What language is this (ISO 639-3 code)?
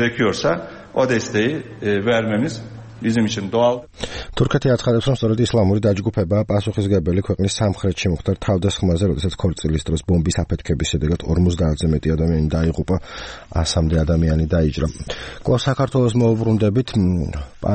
kat